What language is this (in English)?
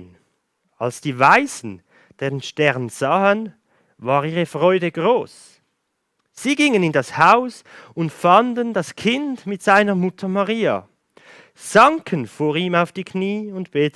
Swiss German